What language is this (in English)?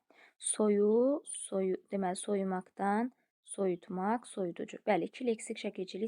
Azerbaijani